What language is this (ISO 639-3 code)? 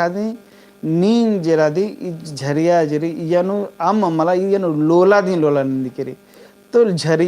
kru